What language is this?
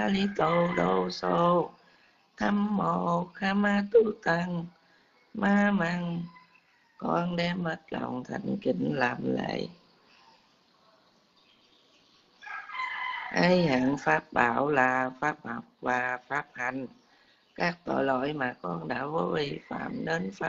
Vietnamese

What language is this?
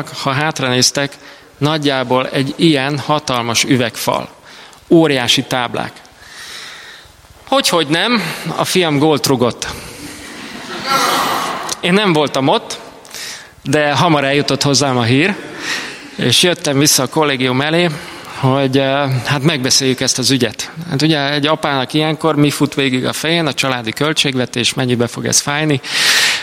Hungarian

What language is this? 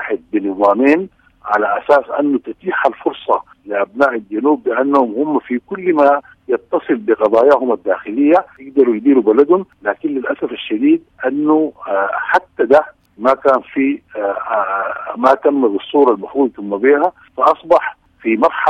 Sudanese Arabic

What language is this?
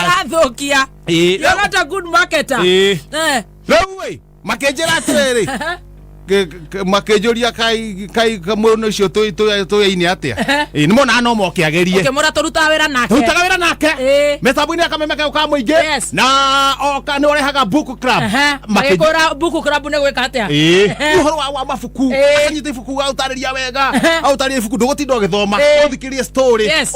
Kikuyu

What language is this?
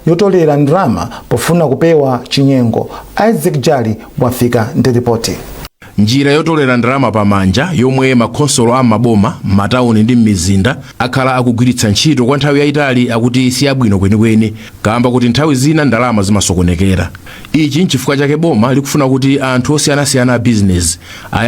Nyanja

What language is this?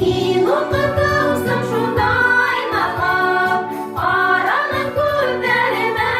Bashkir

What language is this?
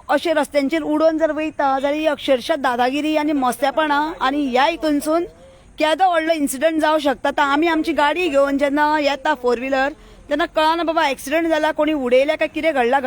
Konkani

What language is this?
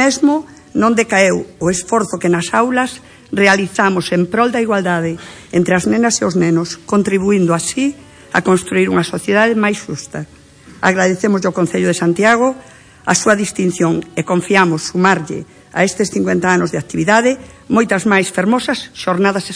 Galician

